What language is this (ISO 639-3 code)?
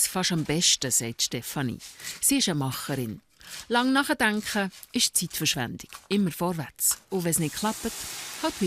gsw